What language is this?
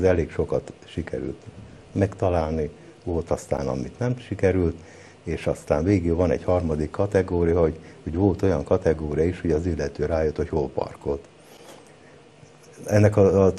Hungarian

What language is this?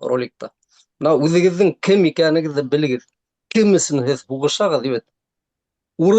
Bashkir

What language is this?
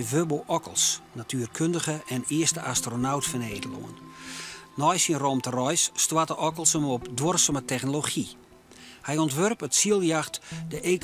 Western Frisian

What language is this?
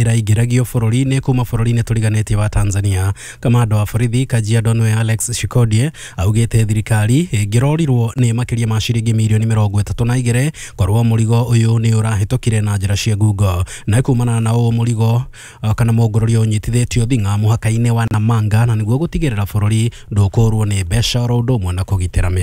Kikuyu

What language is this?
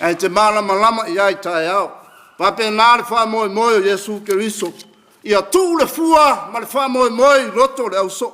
Samoan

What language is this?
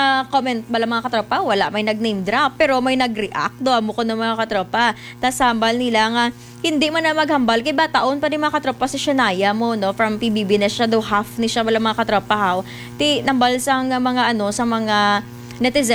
Hiligaynon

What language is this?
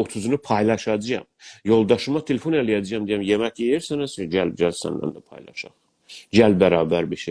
South Azerbaijani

